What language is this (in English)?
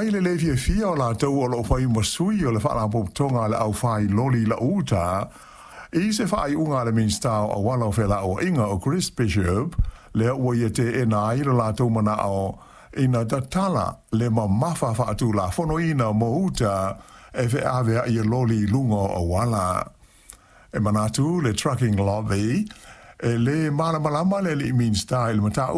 Samoan